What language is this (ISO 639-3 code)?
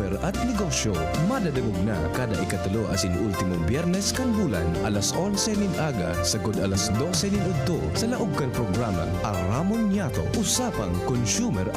bik